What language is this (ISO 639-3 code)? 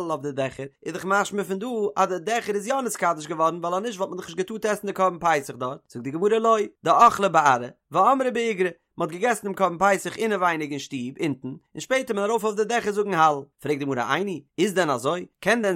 yid